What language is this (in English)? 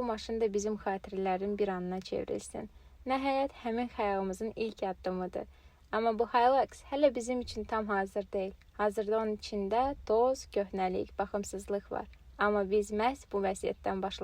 Azerbaijani